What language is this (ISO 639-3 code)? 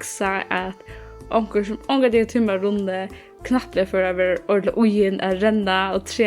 fao